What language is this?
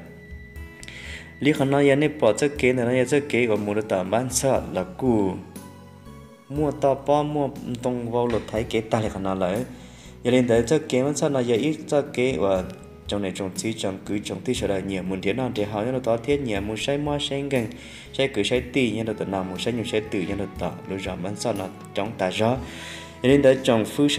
Vietnamese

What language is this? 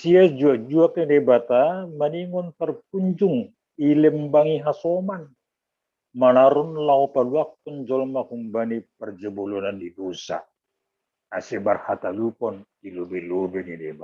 Batak Simalungun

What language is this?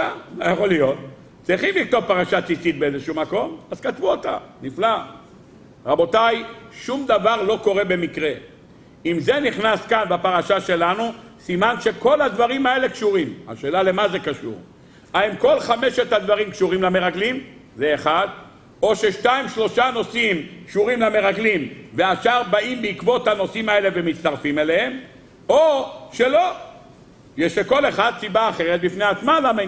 Hebrew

